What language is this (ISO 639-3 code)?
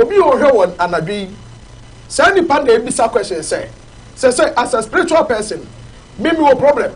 aka